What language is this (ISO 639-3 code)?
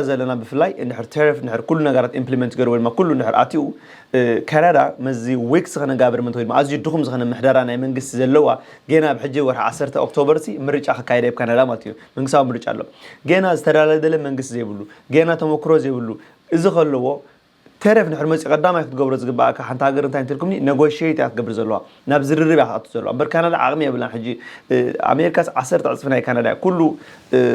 tir